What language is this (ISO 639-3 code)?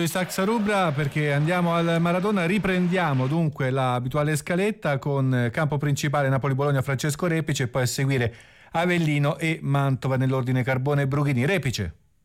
ita